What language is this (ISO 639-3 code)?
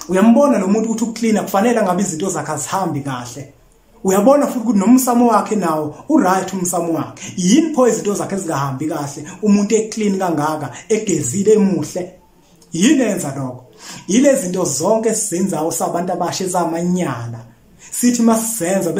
zul